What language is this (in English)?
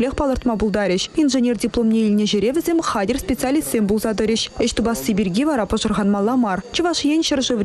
Chuvash